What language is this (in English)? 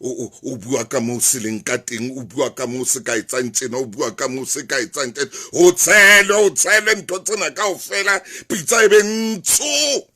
Southern Sotho